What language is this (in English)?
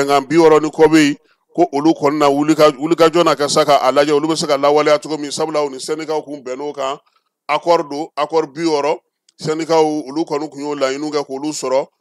Bambara